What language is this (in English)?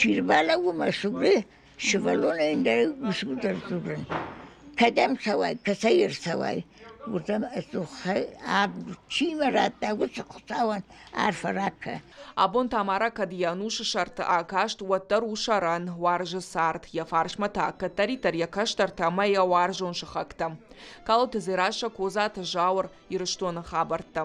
Ossetic